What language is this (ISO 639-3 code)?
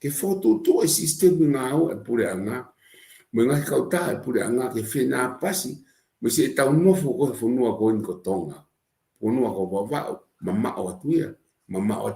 ton